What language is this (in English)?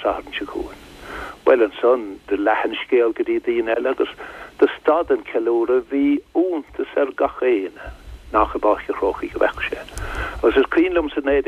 Irish